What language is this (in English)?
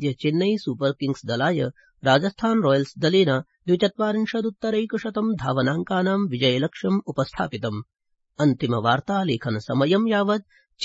Sanskrit